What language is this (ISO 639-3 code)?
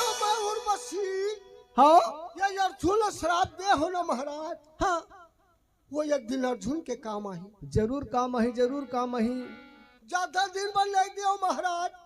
hne